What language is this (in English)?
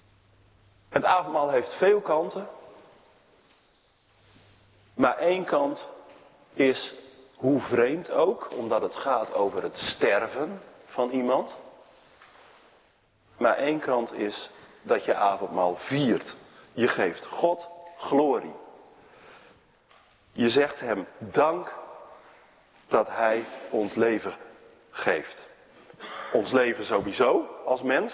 Dutch